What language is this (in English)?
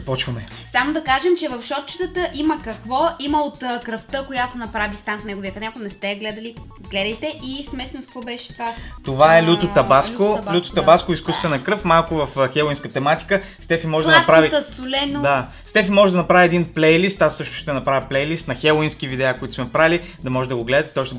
Bulgarian